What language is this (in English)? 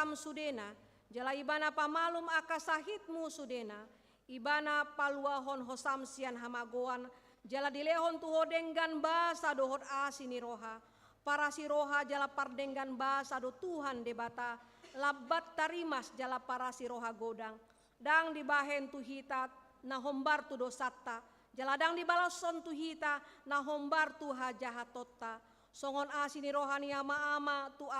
Batak Toba